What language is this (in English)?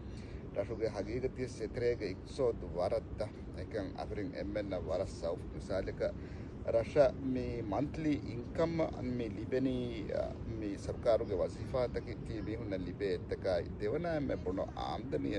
Divehi